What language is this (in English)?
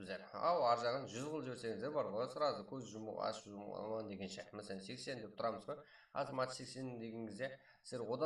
Kara-Kalpak